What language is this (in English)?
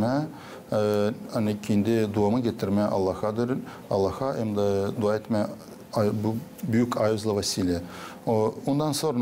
Gagauz